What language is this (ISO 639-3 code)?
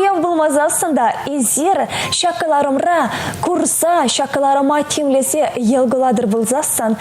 chv